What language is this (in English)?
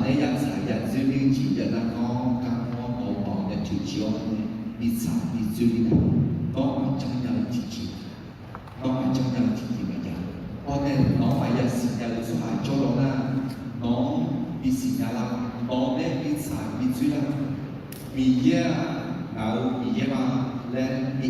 Akha